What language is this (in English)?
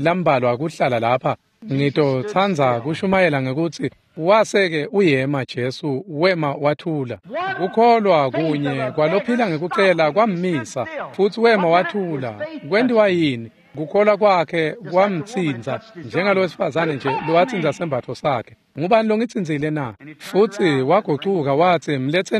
Swati